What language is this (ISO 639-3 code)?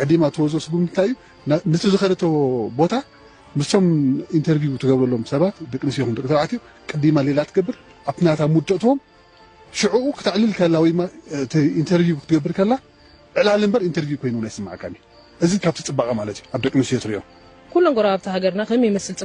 tir